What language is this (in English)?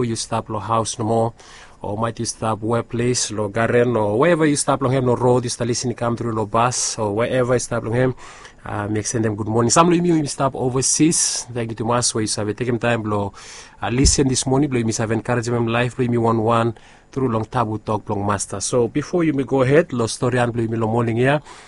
Bislama